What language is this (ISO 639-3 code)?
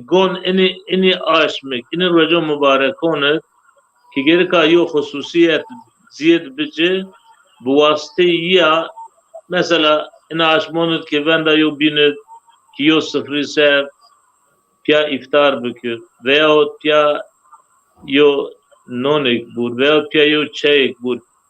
zza